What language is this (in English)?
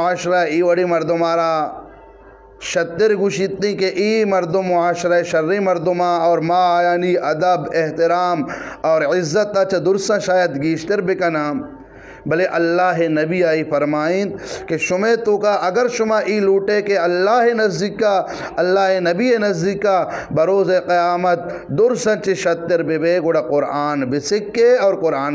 Eastern Balochi